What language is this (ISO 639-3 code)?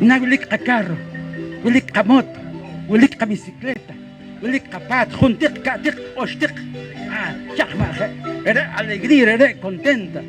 poh